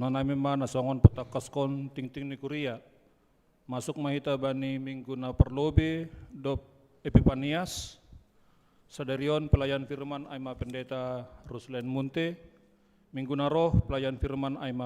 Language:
Batak Simalungun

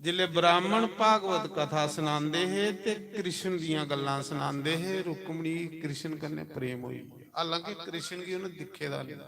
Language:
Dogri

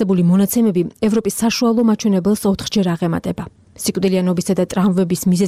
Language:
Georgian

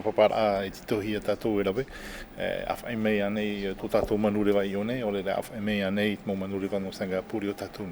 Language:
Tahitian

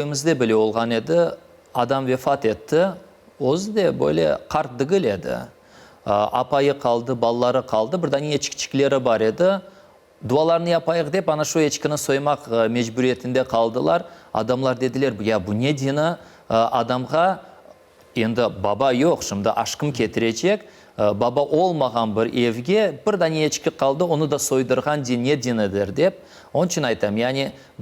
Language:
Crimean Tatar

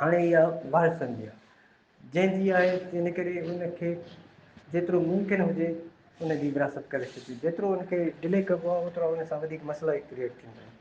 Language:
Sindhi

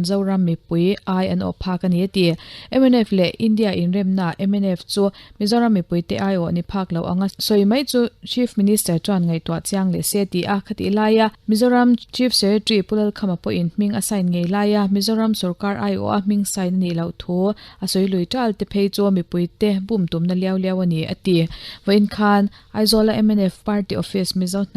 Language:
Mizo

